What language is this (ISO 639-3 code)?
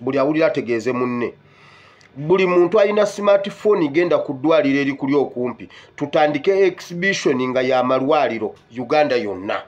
lug